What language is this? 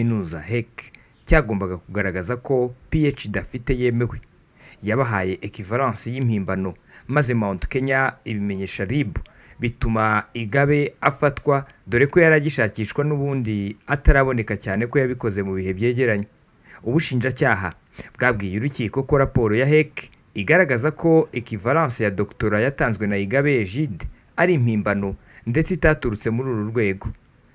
Kinyarwanda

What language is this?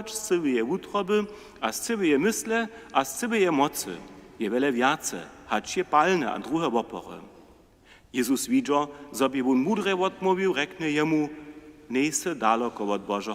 Upper Sorbian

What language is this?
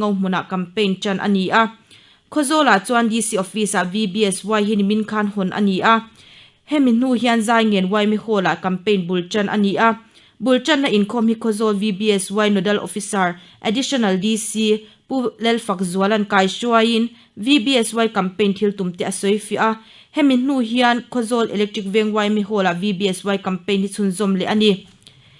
Mizo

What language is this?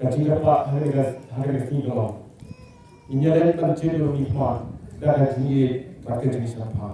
Khasi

